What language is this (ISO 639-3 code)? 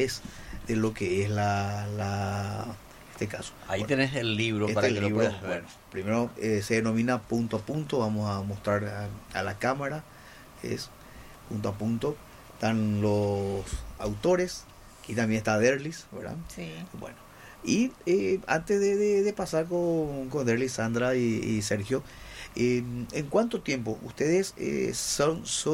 spa